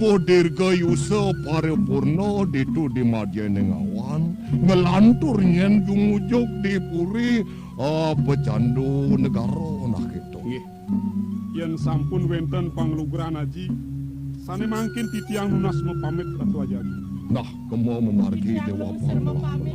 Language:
Balinese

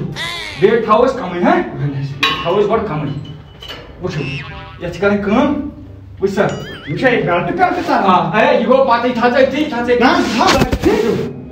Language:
Kashmiri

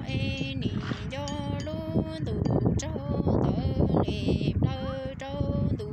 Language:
Hmong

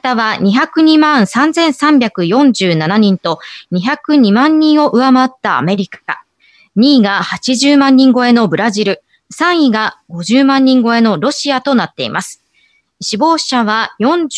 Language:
Japanese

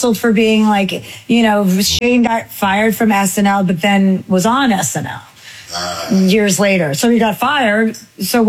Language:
English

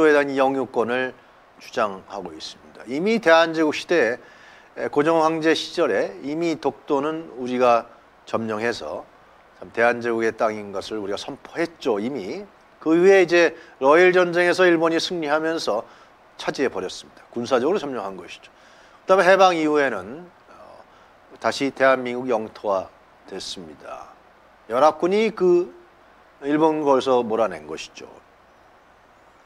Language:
Korean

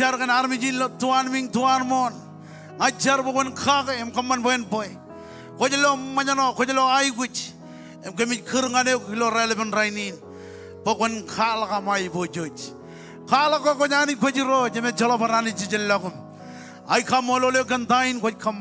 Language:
Marshallese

